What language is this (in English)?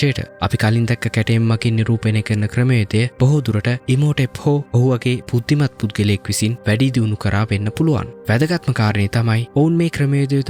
Sinhala